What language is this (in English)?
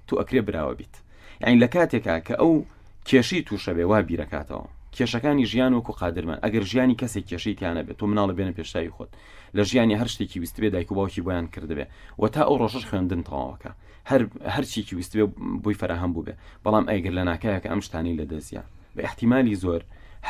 Central Kurdish